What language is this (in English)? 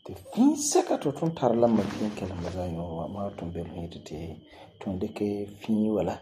Frafra